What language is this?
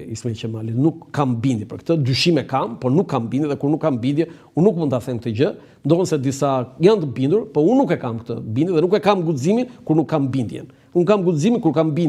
Albanian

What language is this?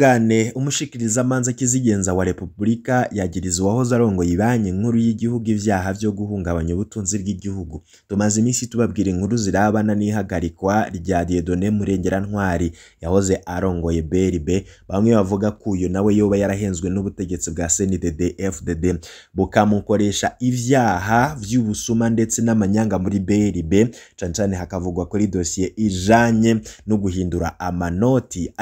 Rundi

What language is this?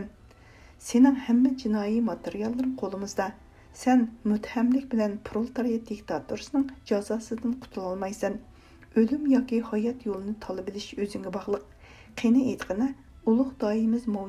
Uyghur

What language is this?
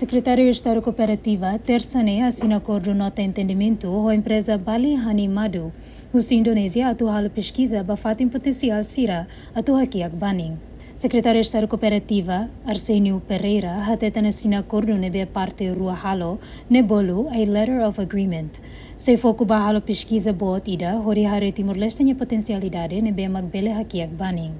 Tetum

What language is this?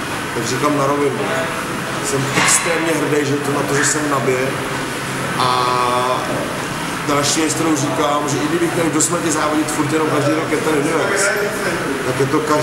Czech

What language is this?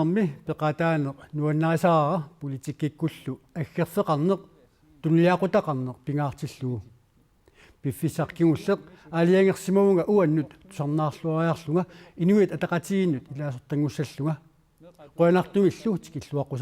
Kalaallisut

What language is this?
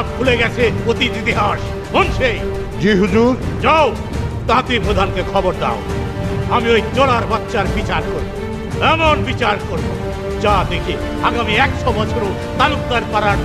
Bangla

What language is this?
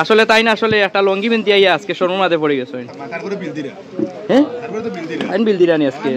Sylheti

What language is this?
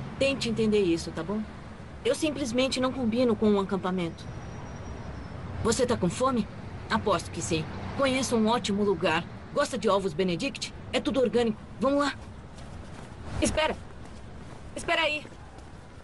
Portuguese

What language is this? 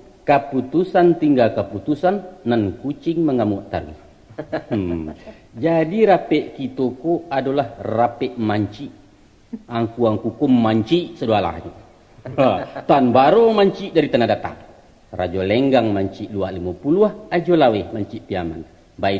Minangkabau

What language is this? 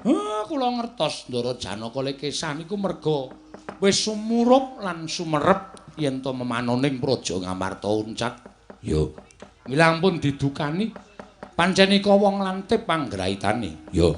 Javanese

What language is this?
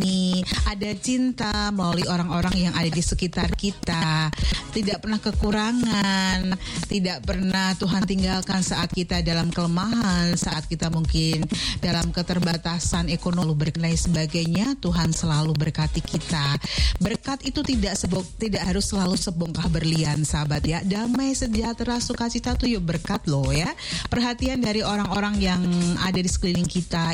Indonesian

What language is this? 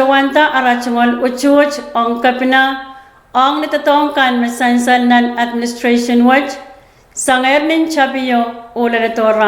Pohnpeian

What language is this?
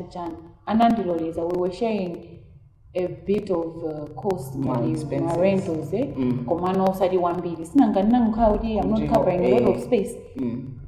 Nyanja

